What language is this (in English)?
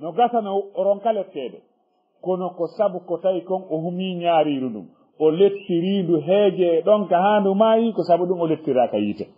Fula